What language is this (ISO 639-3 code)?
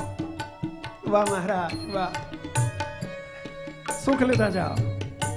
guj